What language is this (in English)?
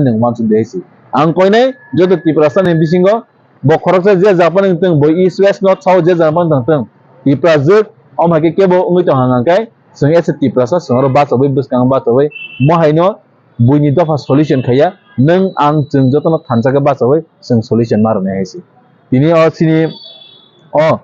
Kok Borok